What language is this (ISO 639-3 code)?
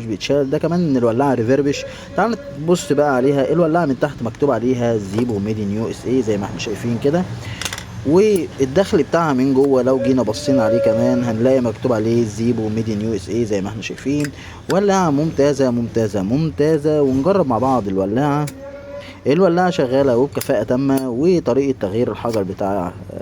arz